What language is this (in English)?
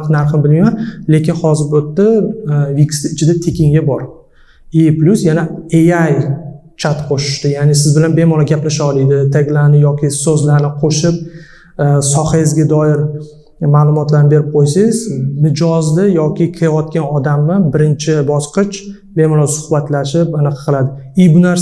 Uzbek